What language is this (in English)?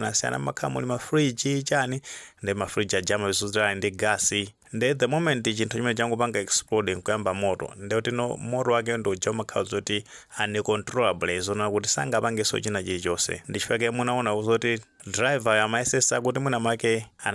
Nyanja